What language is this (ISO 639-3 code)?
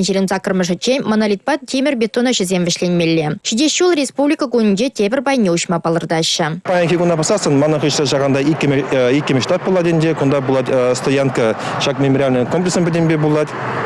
chv